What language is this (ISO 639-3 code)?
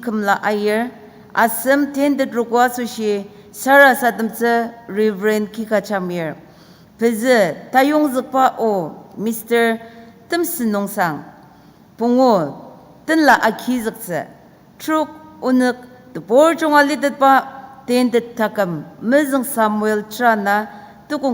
njo